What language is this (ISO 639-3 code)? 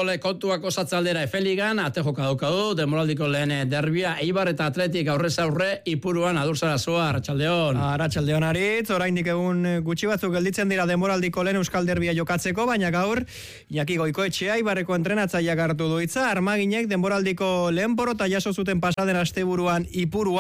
eus